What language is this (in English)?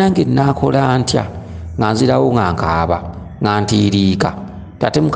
Ganda